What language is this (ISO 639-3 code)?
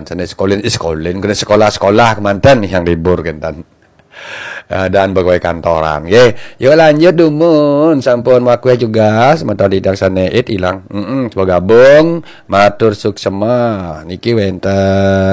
ban